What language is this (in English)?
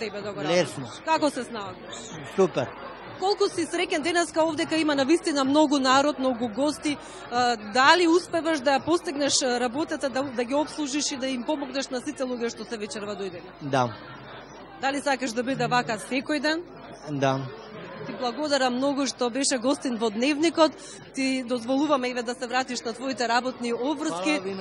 Macedonian